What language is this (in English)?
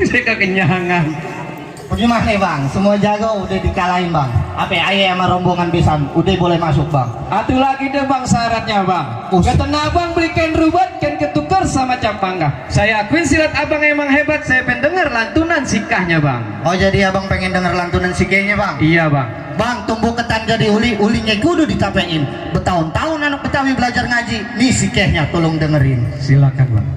Betawi